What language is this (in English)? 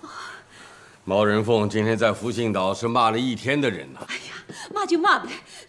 Chinese